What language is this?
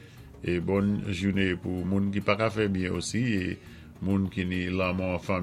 Saint Lucian Creole French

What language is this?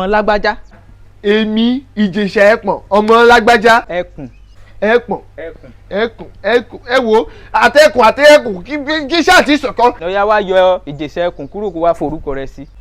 Yoruba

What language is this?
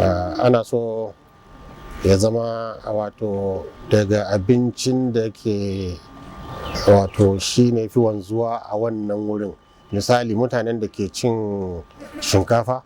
Hausa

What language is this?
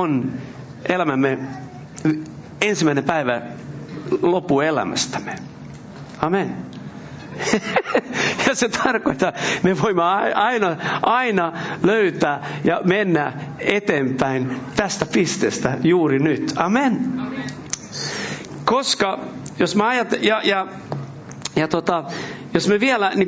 Finnish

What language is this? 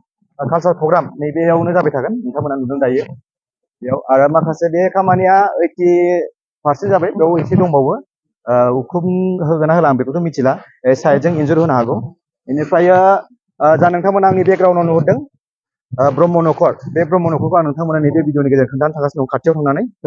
Bodo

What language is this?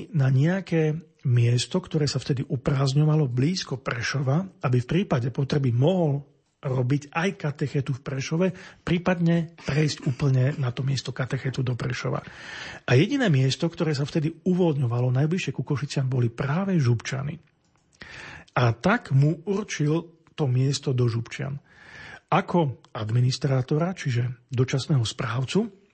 Slovak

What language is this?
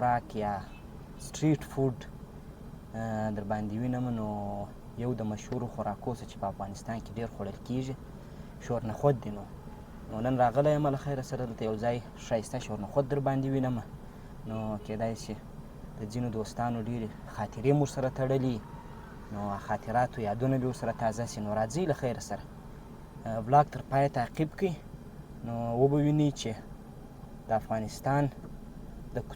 Pashto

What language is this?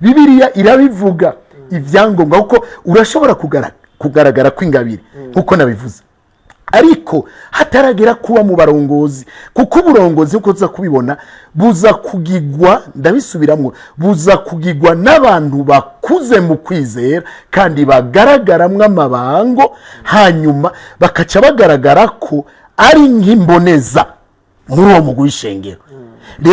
Rundi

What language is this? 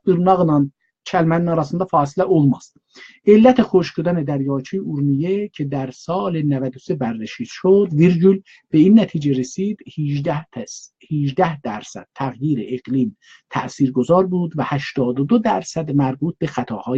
South Azerbaijani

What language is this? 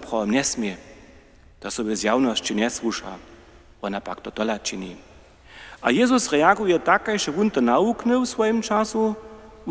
Upper Sorbian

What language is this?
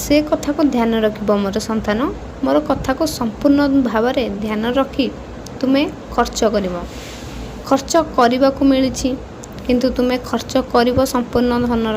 Odia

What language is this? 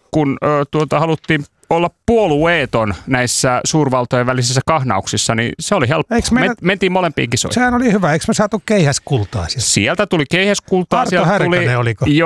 Finnish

